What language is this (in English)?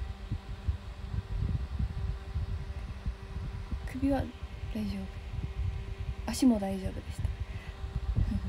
Japanese